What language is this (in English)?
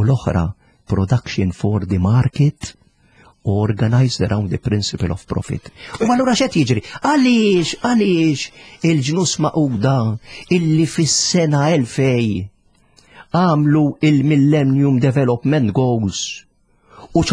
Maltese